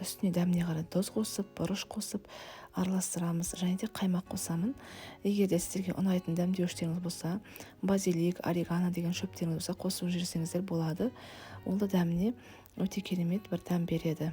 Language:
Kazakh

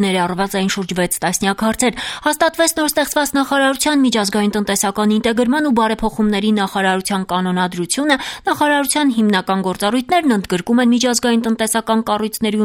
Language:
Armenian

